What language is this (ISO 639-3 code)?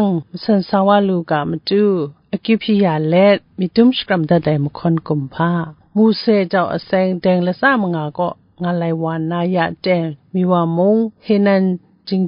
kac